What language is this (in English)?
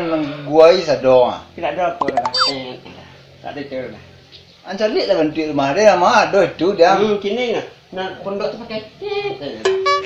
Minangkabau